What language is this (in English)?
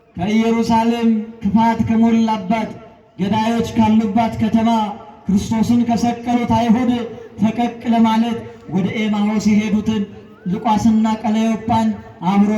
Amharic